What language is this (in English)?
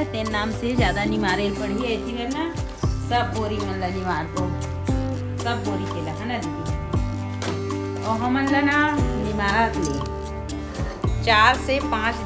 Chhattisgarhi